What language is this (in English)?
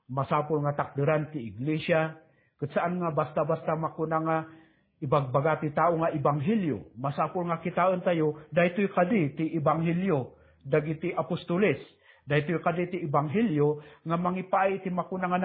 Iloko